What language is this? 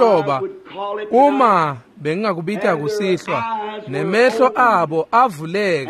Swati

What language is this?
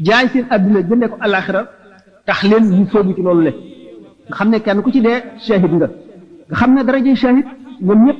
Wolof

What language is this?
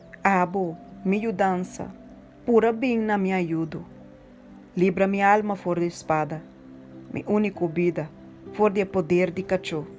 Papiamento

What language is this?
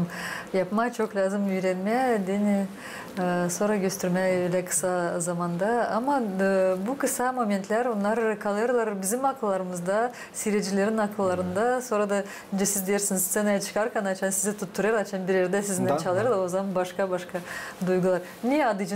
Gagauz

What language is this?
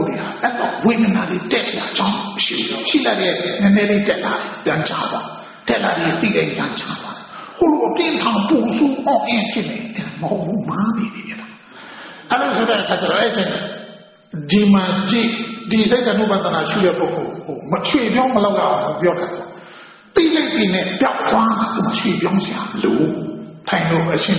Burmese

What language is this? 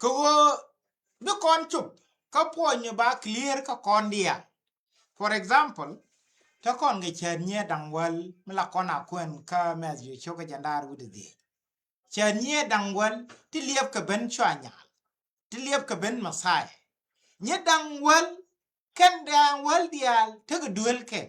Nuer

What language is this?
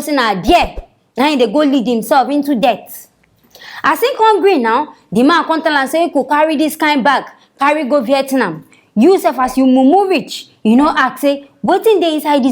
Nigerian Pidgin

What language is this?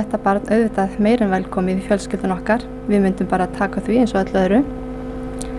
Icelandic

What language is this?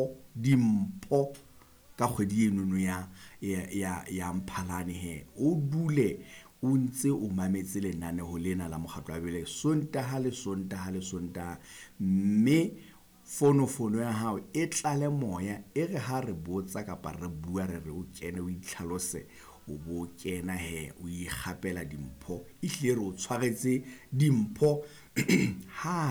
Southern Sotho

